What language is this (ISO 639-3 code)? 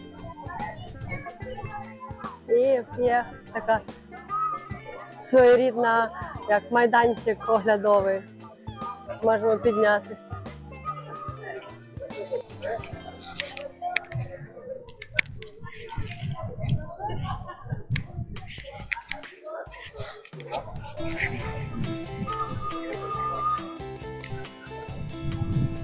ukr